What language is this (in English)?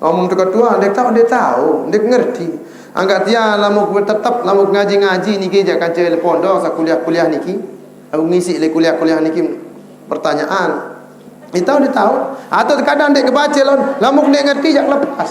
Sasak